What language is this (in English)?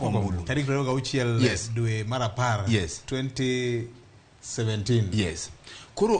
Luo (Kenya and Tanzania)